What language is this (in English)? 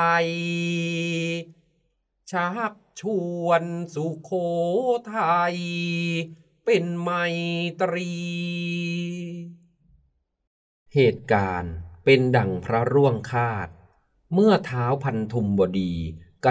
Thai